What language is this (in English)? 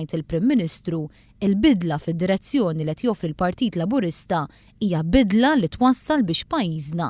Maltese